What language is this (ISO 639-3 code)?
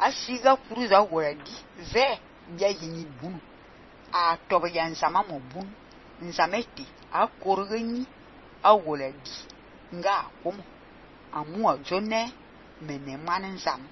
fan